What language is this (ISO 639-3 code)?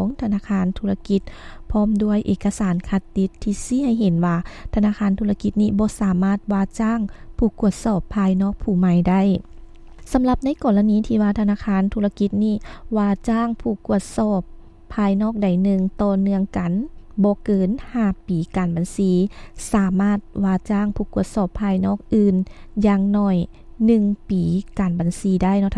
lao